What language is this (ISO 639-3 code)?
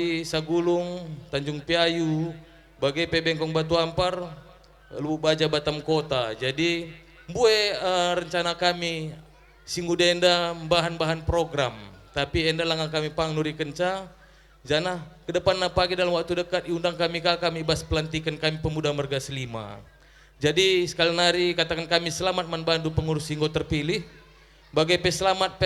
btx